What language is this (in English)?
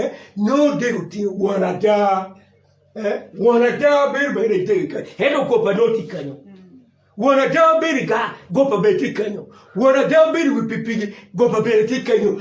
Acoli